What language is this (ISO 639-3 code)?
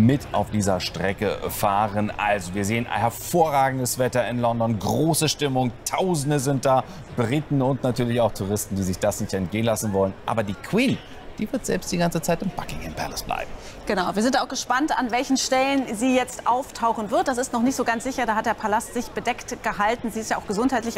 deu